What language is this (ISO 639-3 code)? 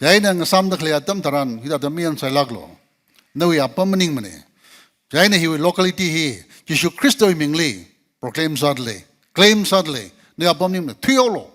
nmf